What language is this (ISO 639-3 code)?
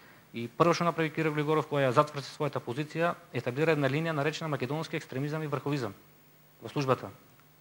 mkd